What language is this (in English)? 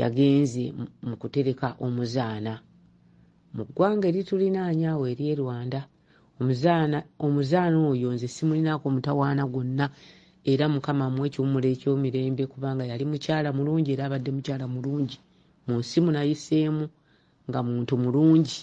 Ganda